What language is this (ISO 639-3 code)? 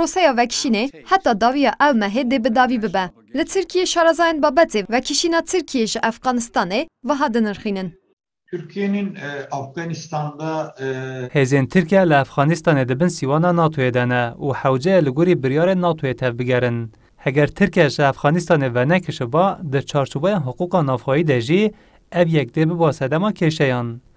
kur